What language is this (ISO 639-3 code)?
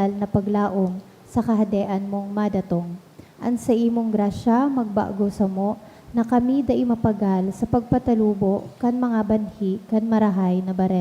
bik